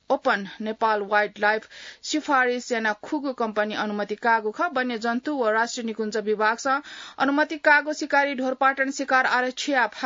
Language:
Newari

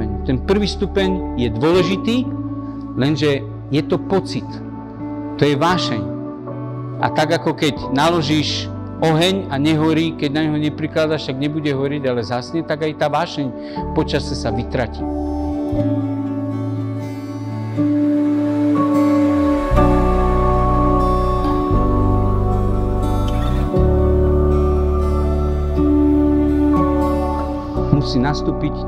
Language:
Slovak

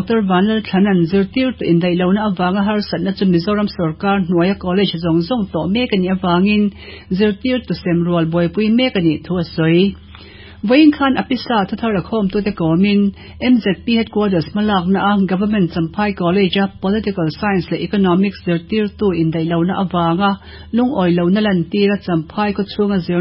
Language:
Mizo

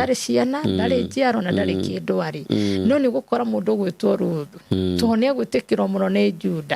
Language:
Kikuyu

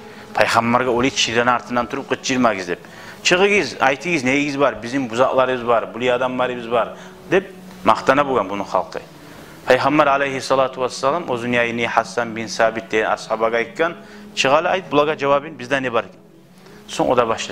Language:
Kumyk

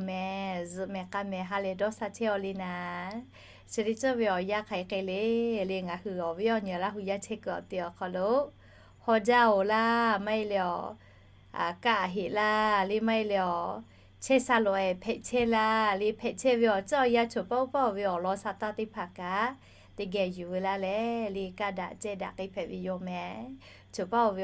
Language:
Lahu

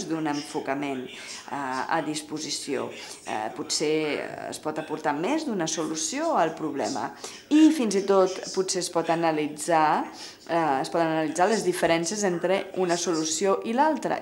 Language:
Catalan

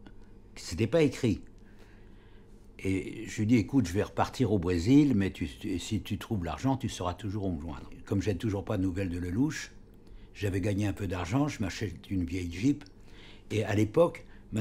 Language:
French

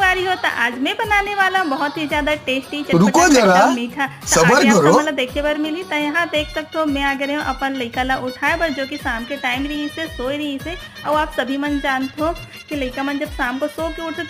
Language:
Chhattisgarhi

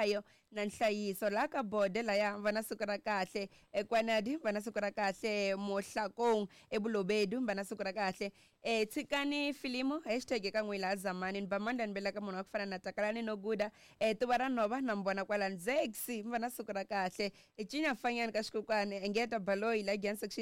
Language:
Tsonga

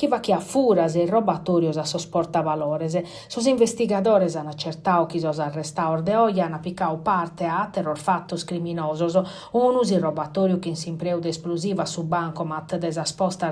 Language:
Sardinian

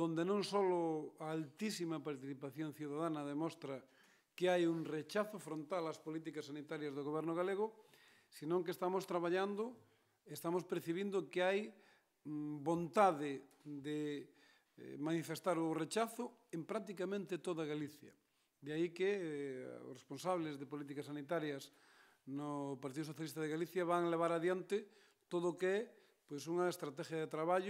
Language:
Galician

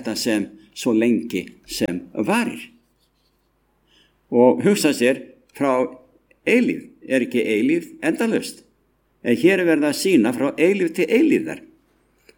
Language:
Icelandic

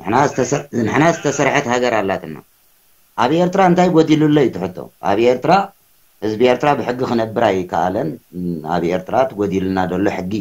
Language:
Tigrinya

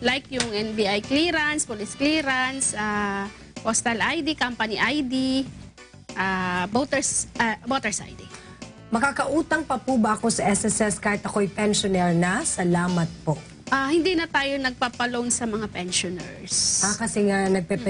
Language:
Filipino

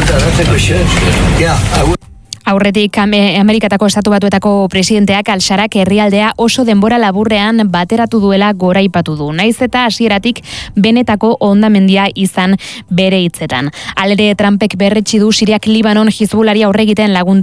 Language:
Basque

